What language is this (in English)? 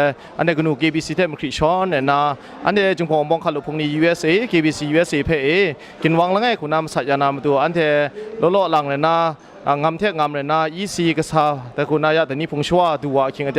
Kachin